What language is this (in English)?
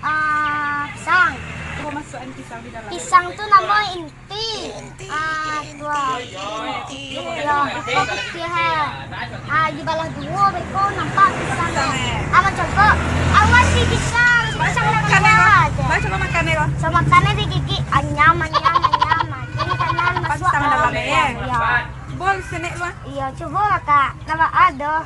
Minangkabau